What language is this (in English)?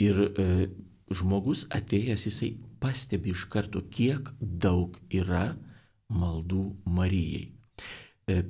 Lithuanian